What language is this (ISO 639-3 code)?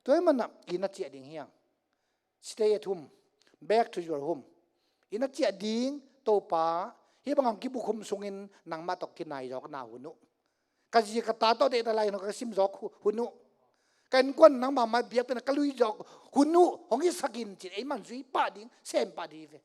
ctd